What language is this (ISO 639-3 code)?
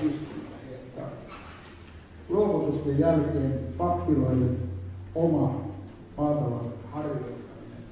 fin